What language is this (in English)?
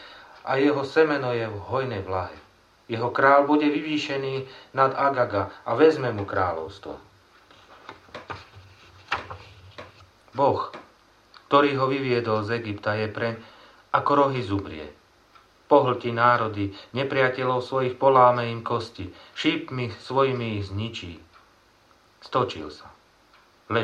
Slovak